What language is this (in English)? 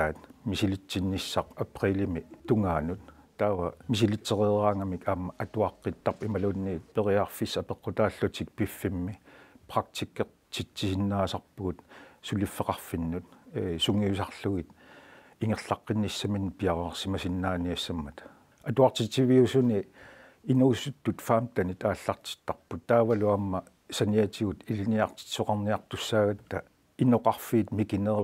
Kalaallisut